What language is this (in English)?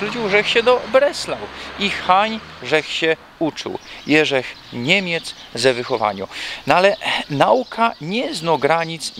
Silesian